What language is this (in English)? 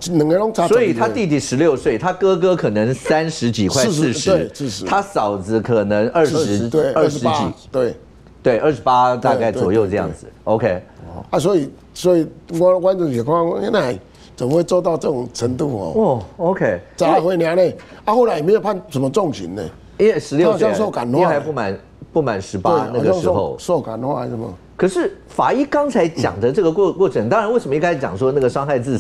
Chinese